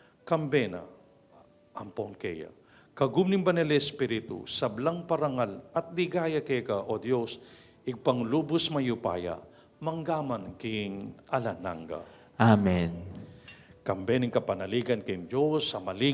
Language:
Pampanga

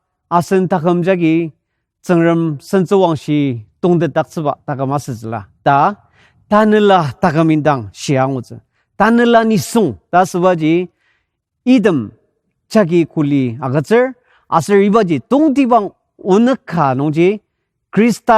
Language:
Ao Naga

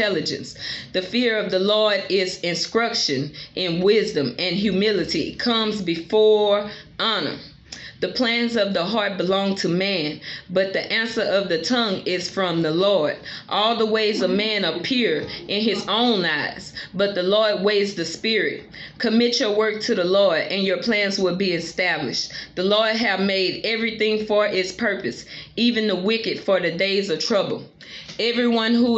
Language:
English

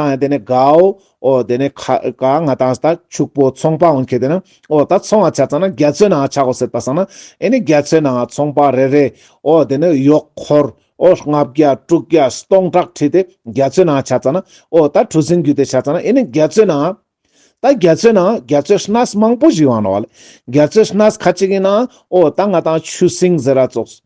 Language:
Ladakhi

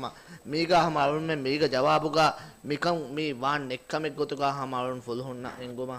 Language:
Divehi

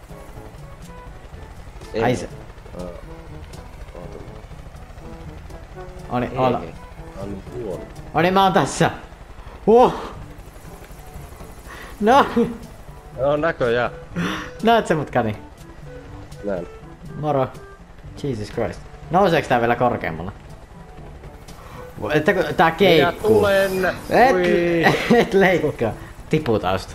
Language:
Finnish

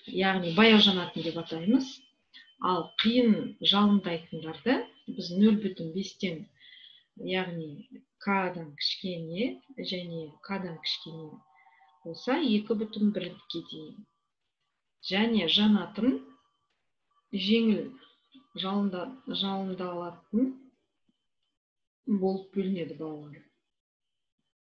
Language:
Kazakh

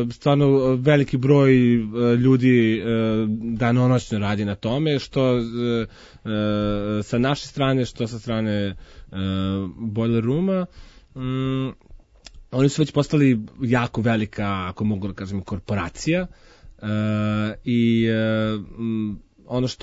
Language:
Serbian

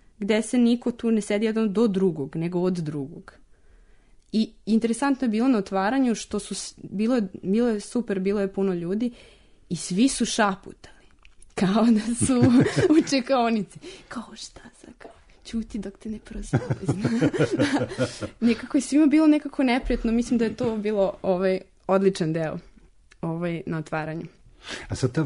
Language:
Serbian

